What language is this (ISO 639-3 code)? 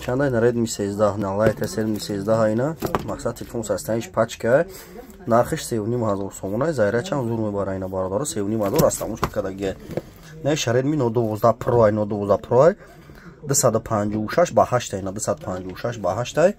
tgk